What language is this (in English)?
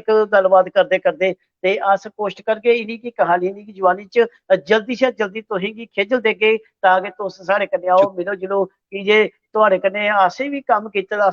Dogri